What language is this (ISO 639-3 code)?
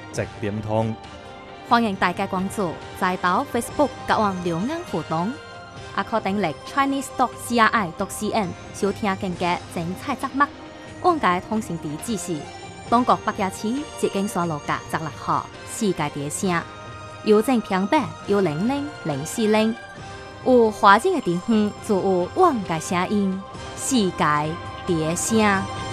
zho